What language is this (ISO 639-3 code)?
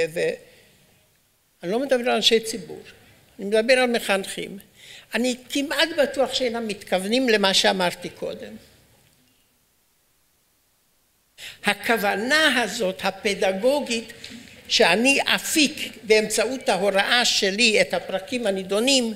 heb